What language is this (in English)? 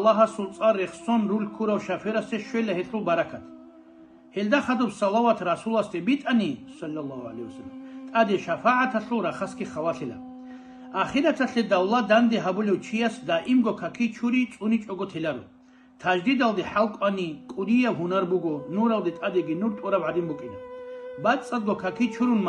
Avaric